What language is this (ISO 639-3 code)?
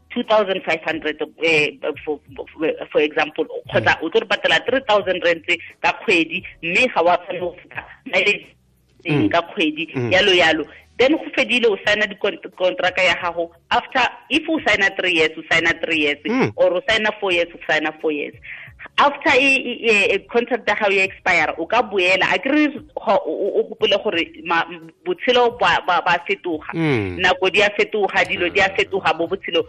tsn